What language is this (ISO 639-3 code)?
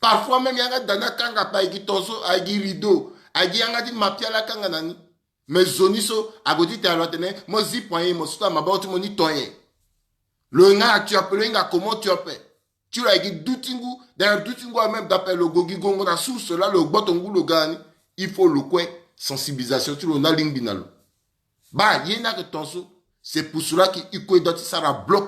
sag